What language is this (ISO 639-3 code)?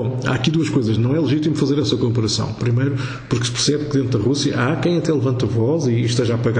por